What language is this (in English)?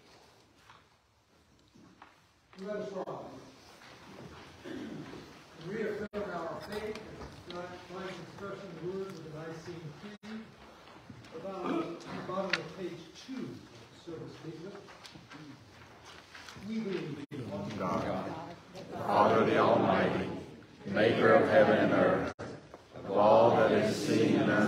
English